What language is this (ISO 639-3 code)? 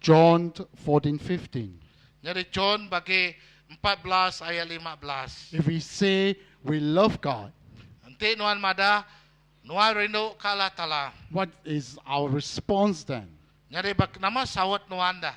iba